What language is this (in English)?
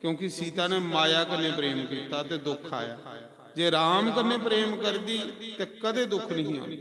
Dogri